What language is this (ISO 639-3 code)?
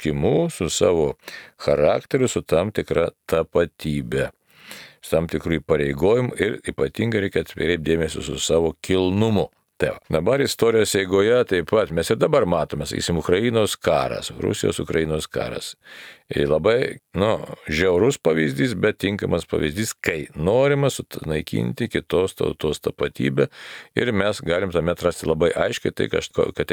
lit